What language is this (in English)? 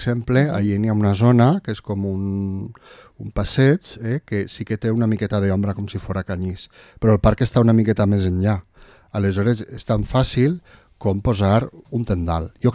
Catalan